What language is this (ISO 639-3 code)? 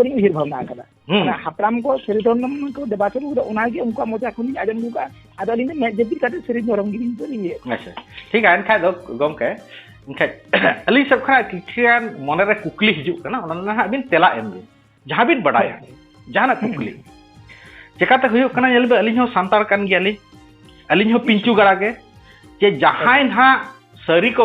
sat